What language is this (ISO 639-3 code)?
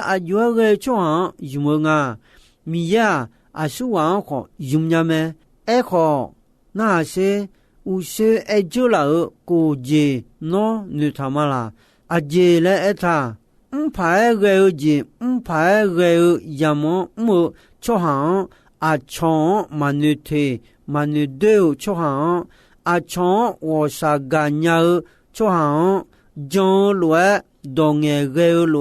ahk